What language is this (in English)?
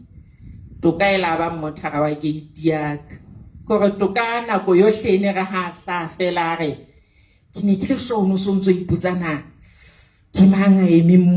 Southern Sotho